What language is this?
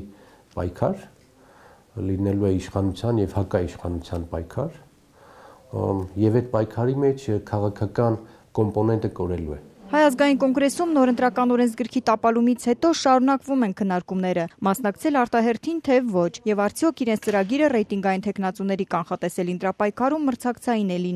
Armenian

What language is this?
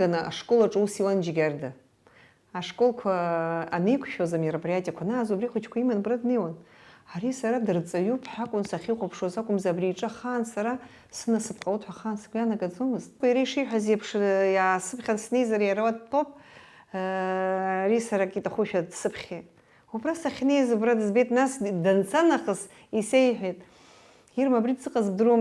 Abkhazian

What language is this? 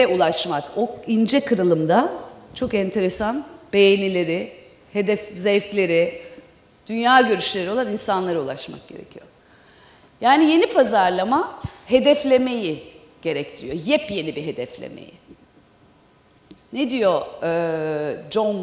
Turkish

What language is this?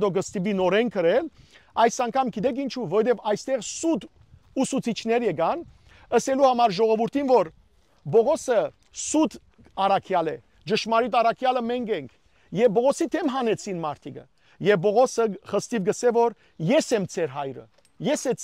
Western Armenian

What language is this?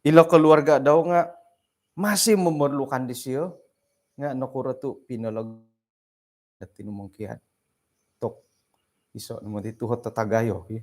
Central Dusun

